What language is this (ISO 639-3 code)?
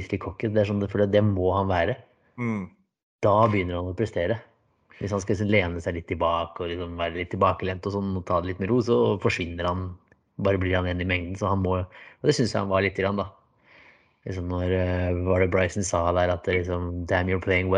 nor